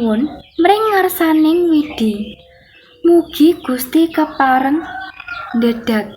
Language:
Javanese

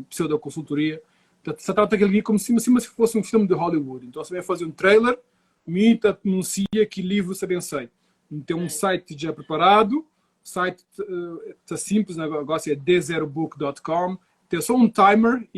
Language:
Kabuverdianu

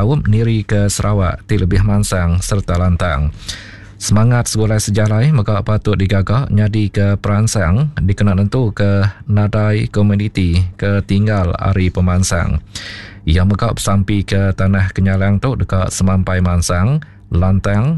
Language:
Iban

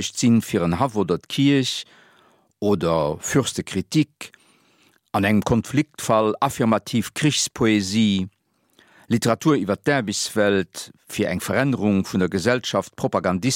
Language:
Luxembourgish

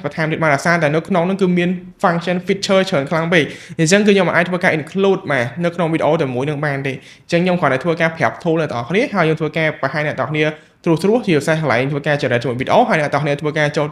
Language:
Khmer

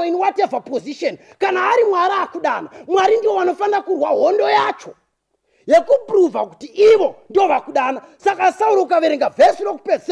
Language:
Shona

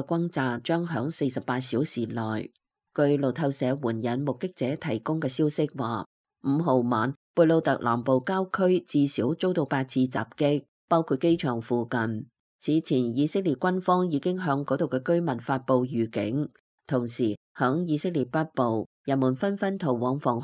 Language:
Cantonese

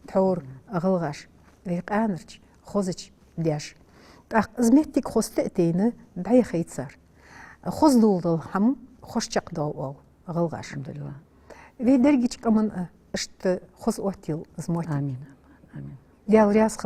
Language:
Ingush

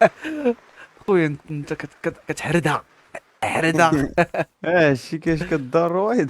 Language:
Moroccan Arabic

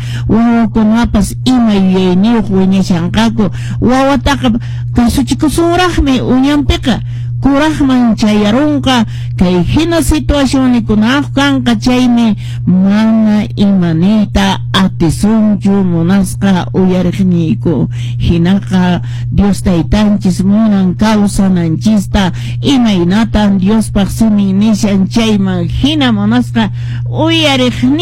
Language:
Quechua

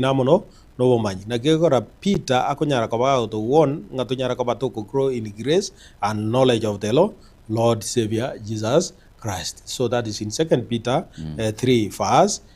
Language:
Gusii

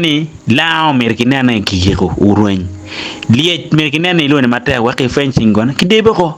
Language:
Acoli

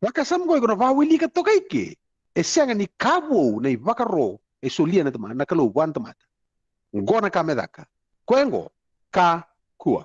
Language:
Fijian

